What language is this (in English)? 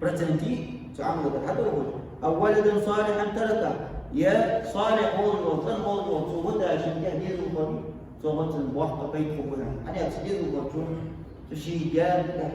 Ingush